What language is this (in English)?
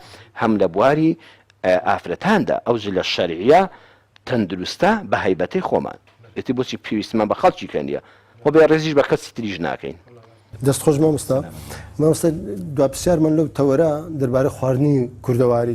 Central Kurdish